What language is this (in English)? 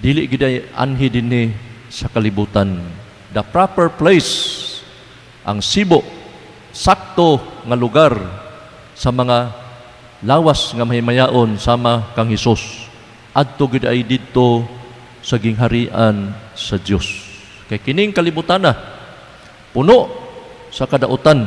Cebuano